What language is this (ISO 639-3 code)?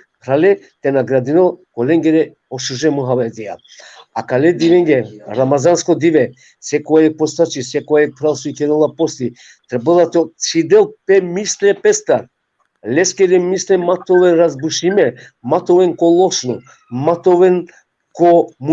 rmn